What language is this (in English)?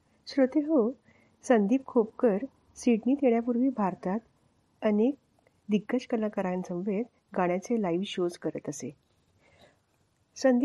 Marathi